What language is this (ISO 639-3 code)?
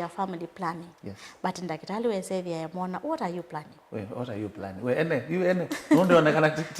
kam